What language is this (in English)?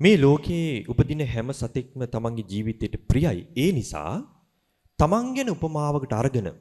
Sinhala